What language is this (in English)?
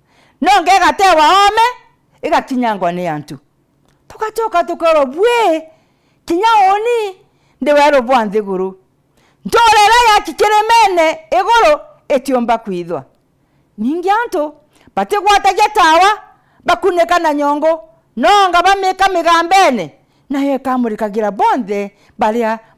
Meru